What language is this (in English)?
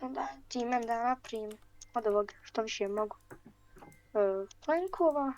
Bosnian